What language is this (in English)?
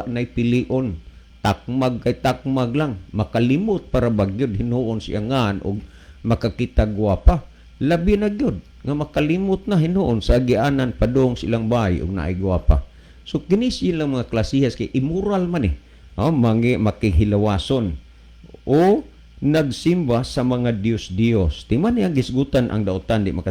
Cebuano